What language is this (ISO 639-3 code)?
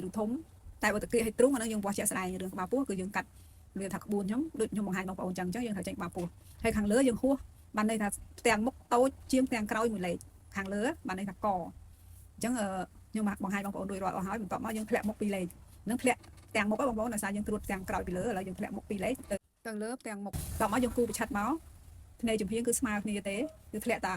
khm